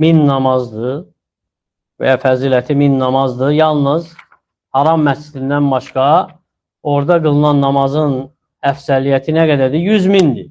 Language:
Azerbaijani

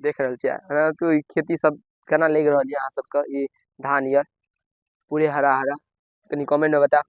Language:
Maithili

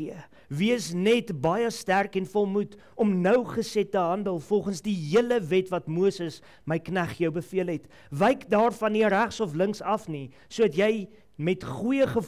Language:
Afrikaans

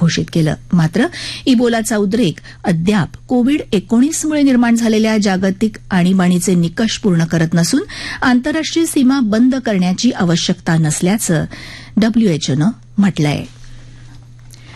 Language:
Marathi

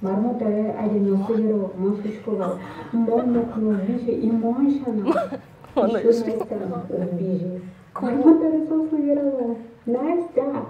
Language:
Udmurt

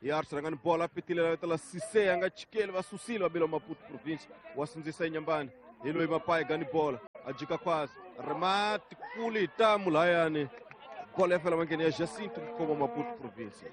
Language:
Tsonga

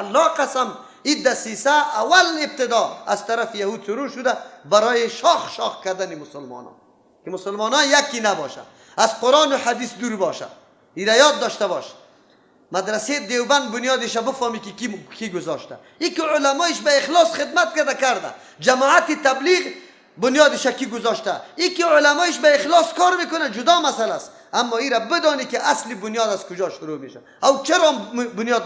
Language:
Persian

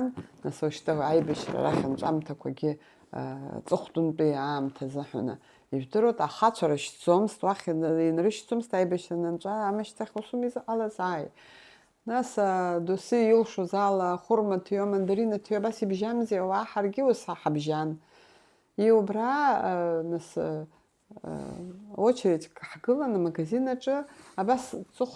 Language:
Abkhazian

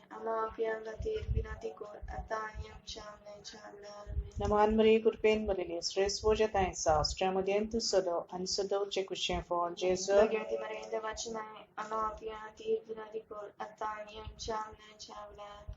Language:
Konkani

